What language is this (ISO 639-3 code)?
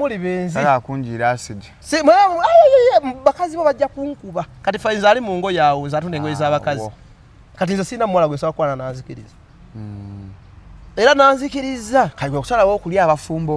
lug